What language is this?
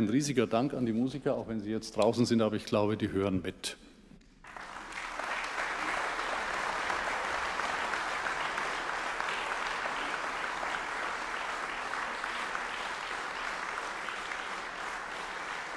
German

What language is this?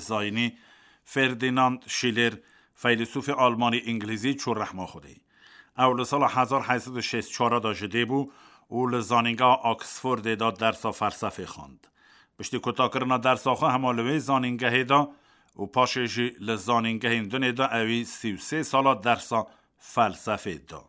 Kurdish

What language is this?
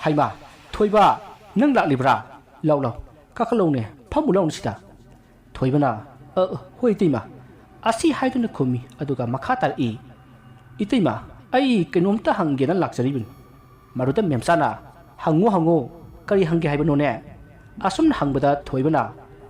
Manipuri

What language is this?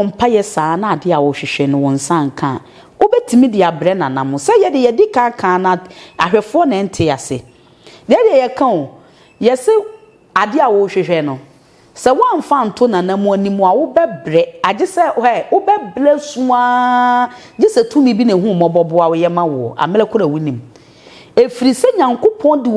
Akan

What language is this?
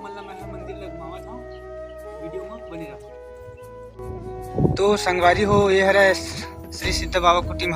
Chhattisgarhi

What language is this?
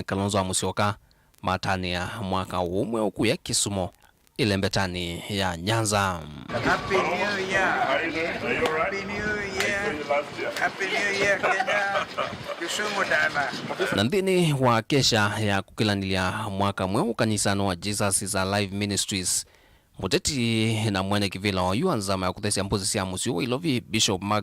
Kamba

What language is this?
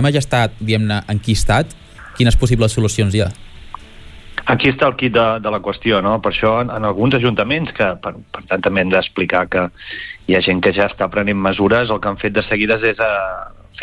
Catalan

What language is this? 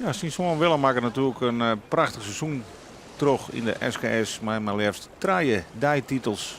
Western Frisian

